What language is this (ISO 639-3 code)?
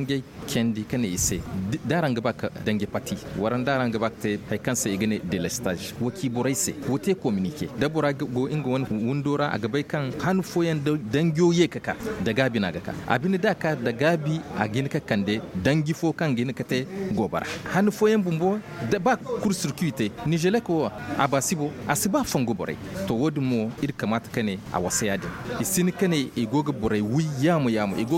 dje